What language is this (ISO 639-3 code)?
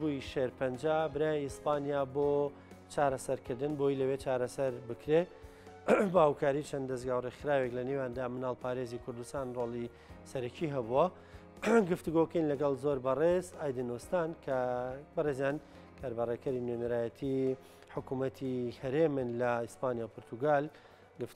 ckb